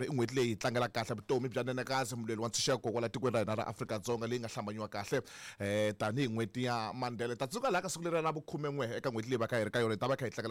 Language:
Tsonga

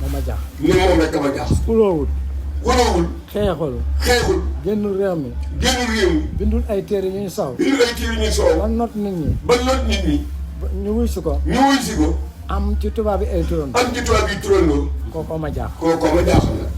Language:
Wolof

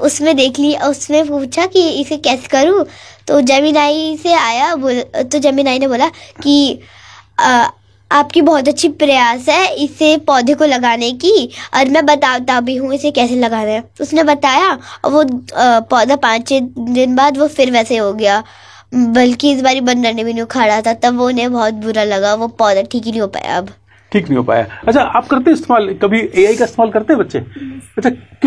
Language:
Hindi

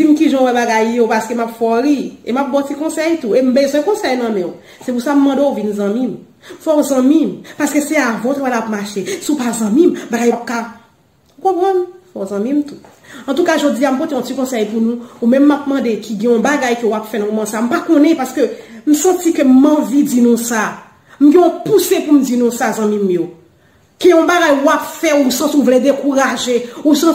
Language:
Haitian Creole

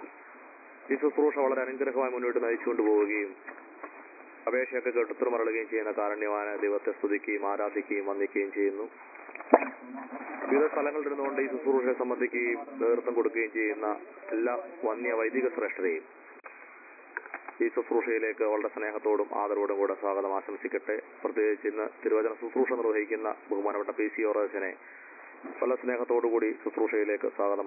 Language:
Malayalam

